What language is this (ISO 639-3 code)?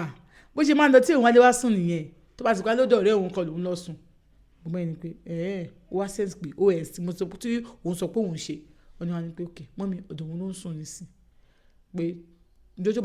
yor